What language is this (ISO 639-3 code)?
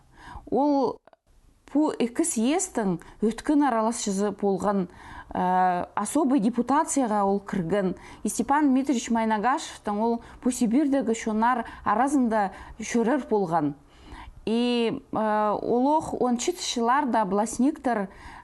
kjh